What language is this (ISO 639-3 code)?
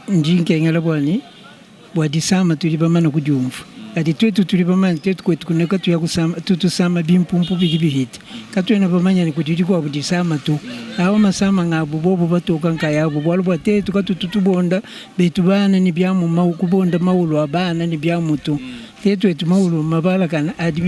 lua